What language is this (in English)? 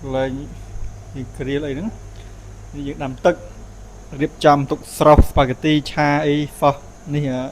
Khmer